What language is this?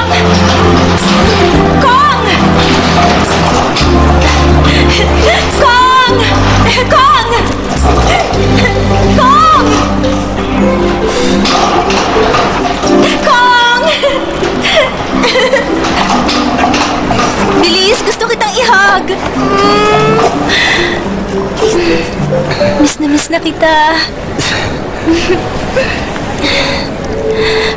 Filipino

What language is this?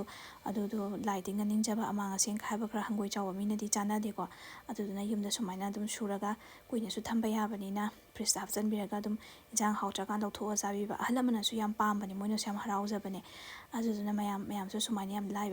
Manipuri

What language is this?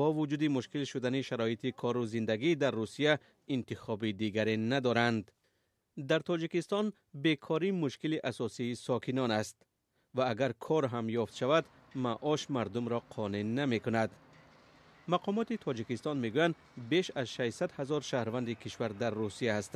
Tajik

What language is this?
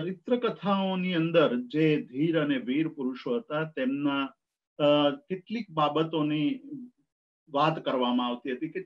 Gujarati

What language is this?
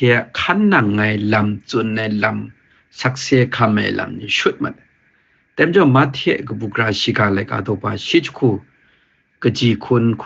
Kachin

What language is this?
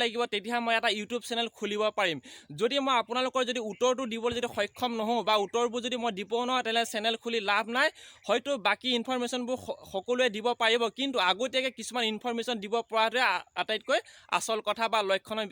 Assamese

